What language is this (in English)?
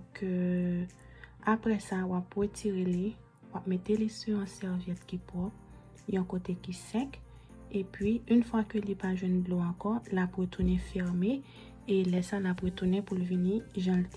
Haitian Creole